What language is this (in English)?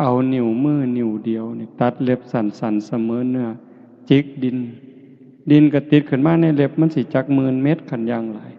Northeastern Thai